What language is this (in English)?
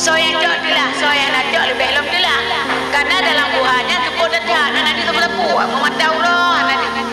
Achinese